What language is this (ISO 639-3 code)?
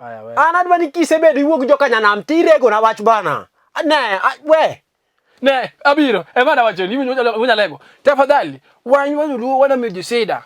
luo